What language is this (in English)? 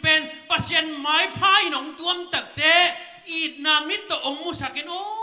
Tedim Chin